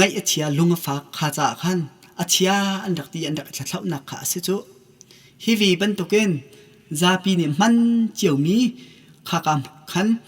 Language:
Hakha Chin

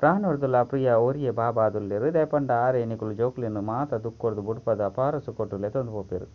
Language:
Tulu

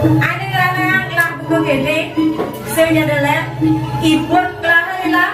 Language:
Balinese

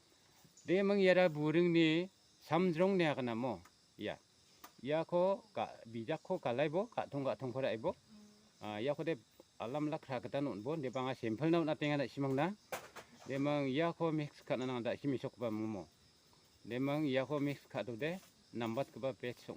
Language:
Garo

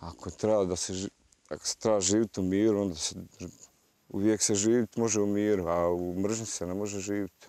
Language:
Bosnian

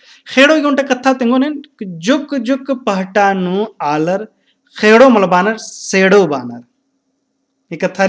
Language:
Kurukh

